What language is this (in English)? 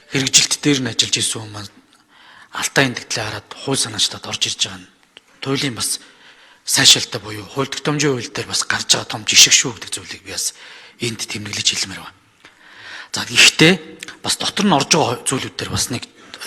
Mongolian